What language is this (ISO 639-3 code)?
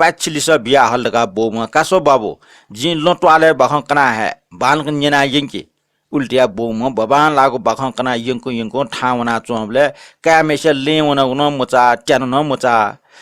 new